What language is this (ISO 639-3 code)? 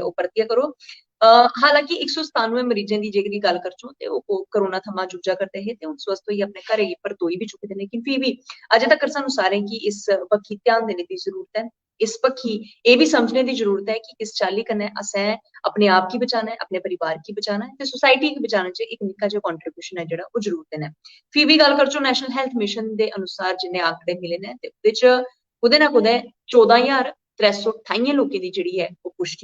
doi